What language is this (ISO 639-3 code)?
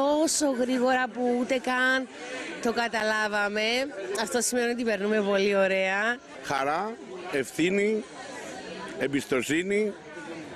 ell